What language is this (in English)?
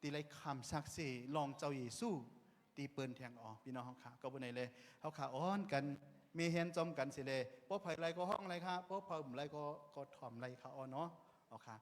Shan